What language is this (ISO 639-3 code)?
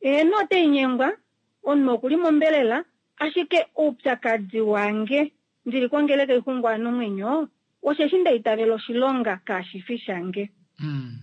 kua